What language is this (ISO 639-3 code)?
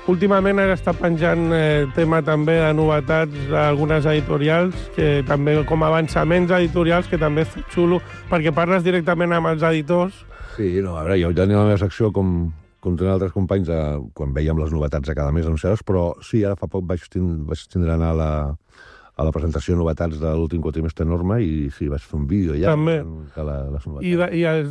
cat